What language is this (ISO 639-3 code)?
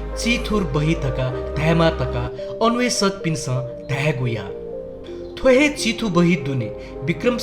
new